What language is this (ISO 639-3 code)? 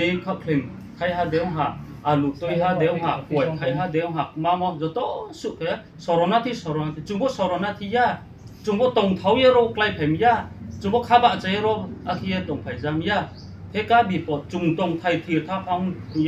ria